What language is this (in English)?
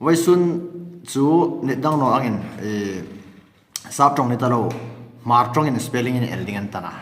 Hmar